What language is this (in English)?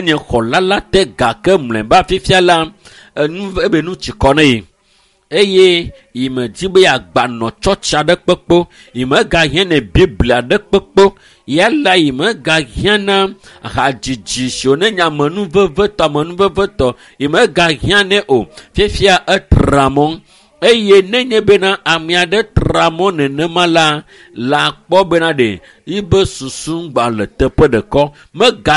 Ewe